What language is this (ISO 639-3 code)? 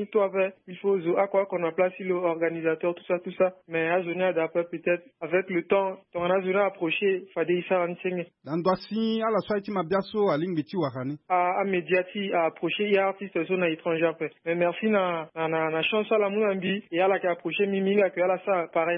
sag